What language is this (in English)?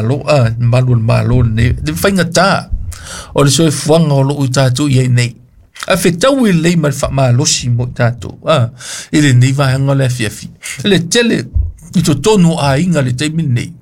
Samoan